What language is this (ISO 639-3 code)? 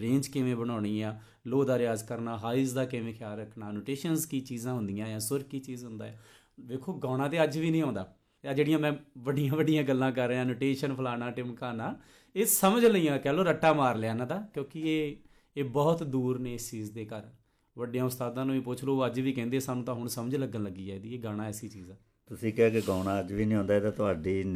pan